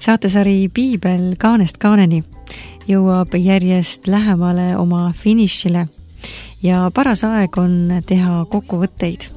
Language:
Estonian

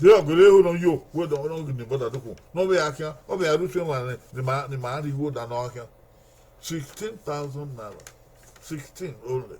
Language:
Bini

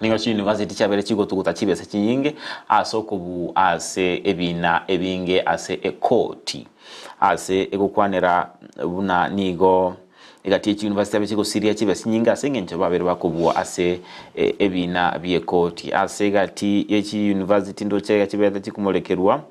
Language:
Gusii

